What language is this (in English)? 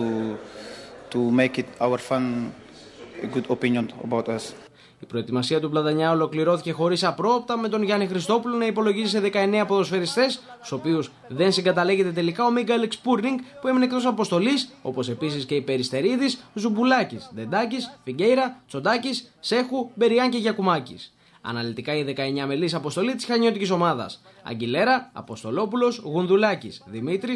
Greek